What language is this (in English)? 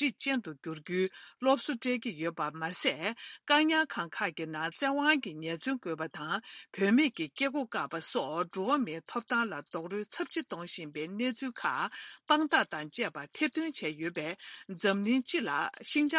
Tibetan